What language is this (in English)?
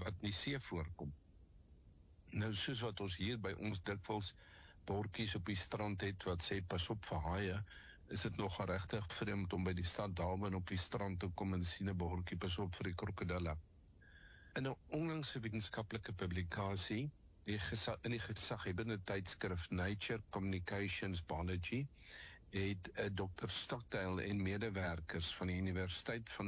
Afrikaans